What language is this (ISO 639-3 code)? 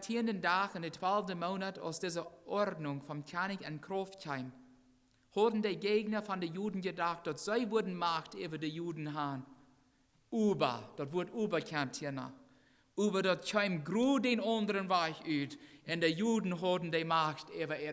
pdt